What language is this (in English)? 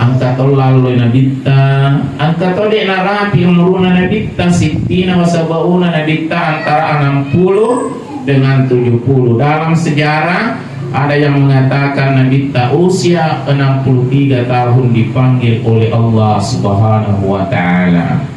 Buginese